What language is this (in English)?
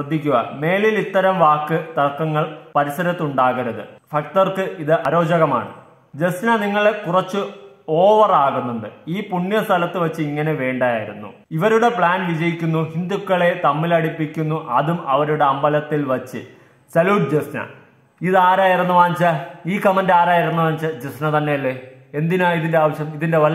Malayalam